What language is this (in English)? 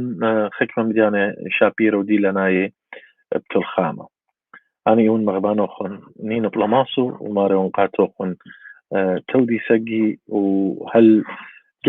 Assyrian Neo-Aramaic